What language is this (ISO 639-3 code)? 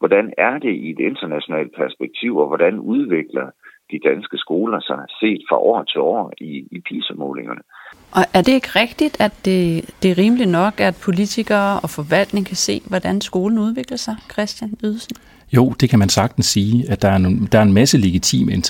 dan